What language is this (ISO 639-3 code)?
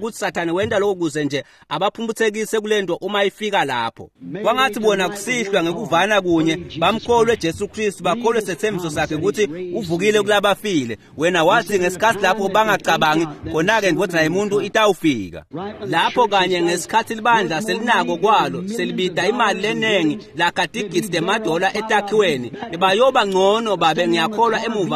ssw